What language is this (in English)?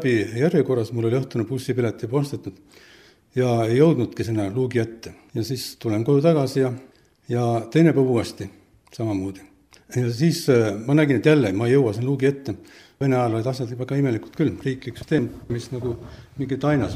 Estonian